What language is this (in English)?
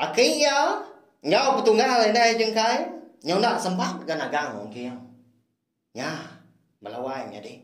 Iban